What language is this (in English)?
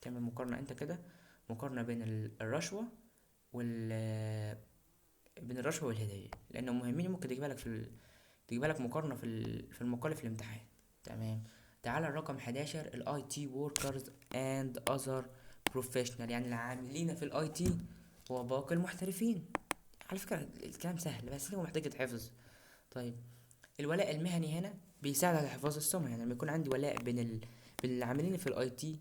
Egyptian Arabic